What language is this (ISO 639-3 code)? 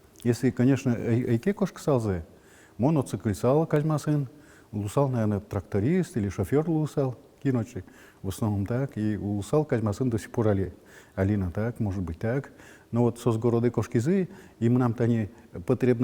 udm